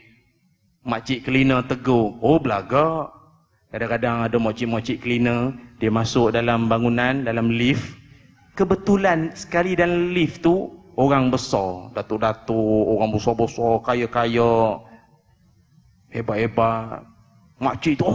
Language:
Malay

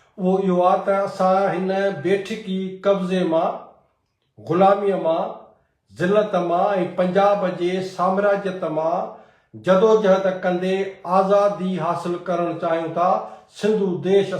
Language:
Sindhi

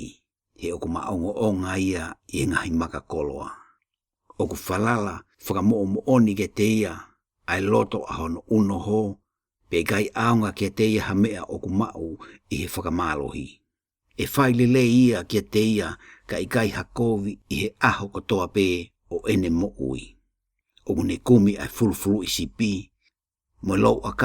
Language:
Tongan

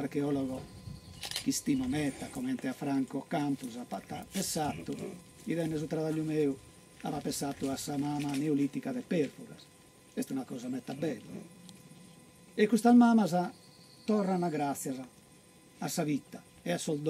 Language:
Sardinian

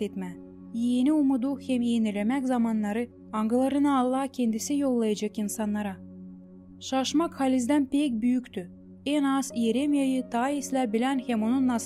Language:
Gagauz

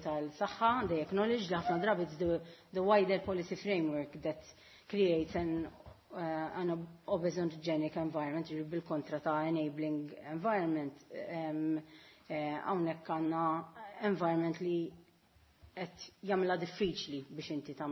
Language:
Maltese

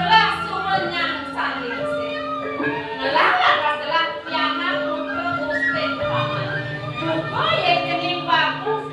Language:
Balinese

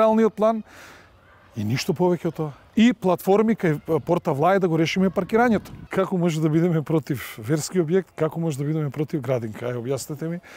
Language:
Macedonian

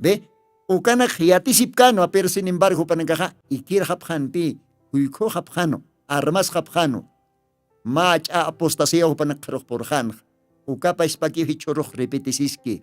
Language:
Aymara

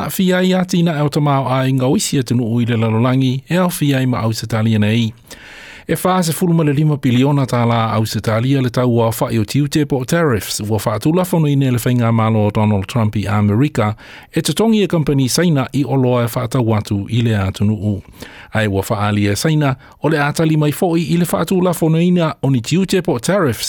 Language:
Samoan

